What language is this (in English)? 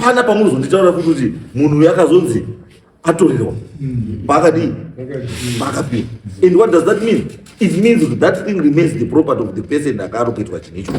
Shona